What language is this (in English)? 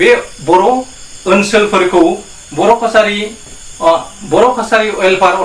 Bodo